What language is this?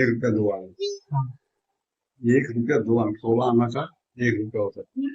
Sadri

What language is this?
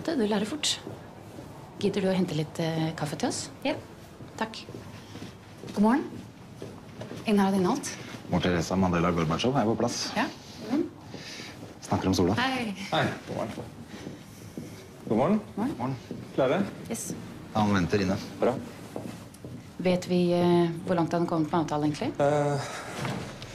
Norwegian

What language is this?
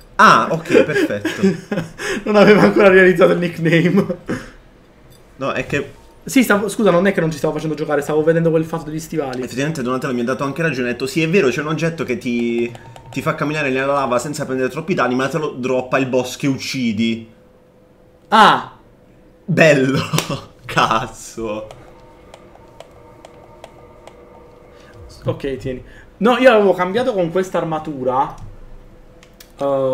Italian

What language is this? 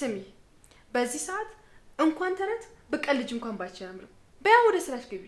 Amharic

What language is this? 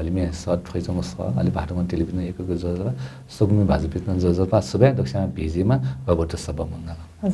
Newari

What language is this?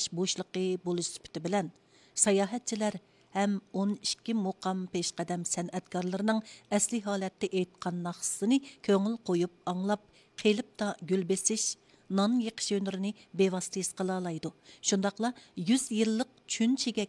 Uyghur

